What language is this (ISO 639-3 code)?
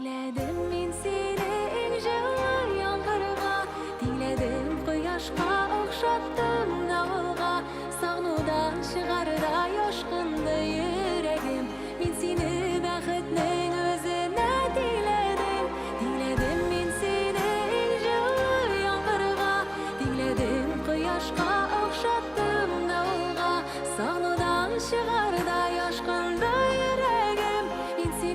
bak